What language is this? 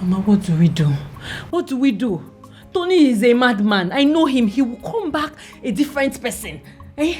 Nigerian Pidgin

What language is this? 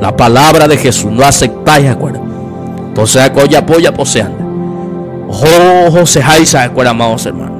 Guarani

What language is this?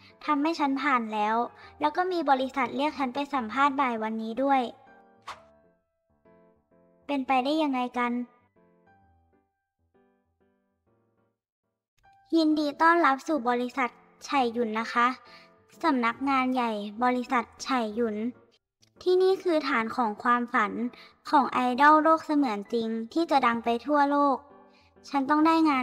Thai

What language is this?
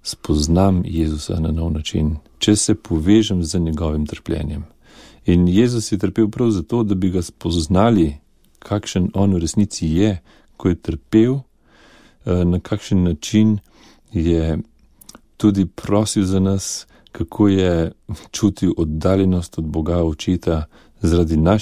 Slovenian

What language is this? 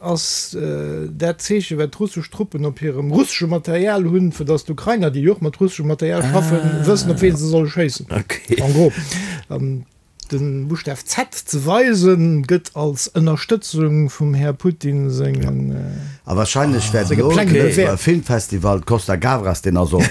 Luxembourgish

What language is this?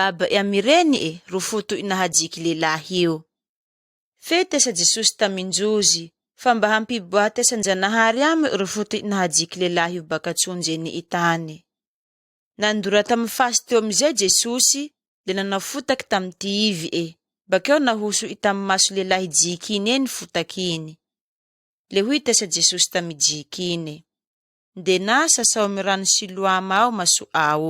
Malagasy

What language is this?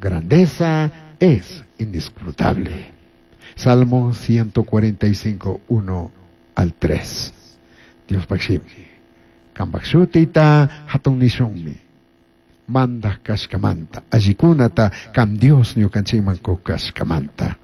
Chimborazo Highland Quichua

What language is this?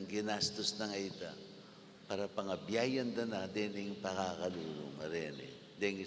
Pampanga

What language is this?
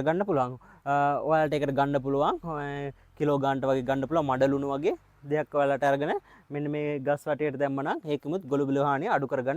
Sinhala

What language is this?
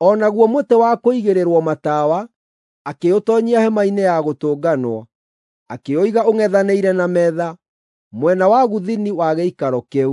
Kikuyu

